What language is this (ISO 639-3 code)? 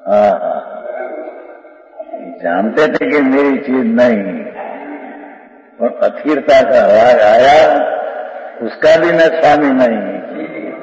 hin